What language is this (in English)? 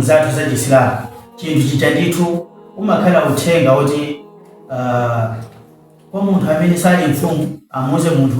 Nyanja